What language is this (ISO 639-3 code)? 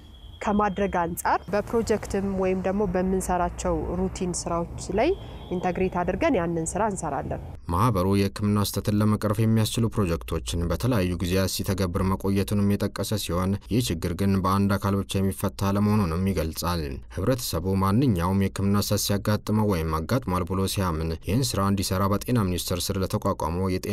amh